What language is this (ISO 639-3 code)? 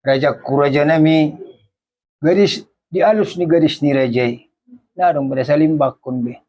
bbc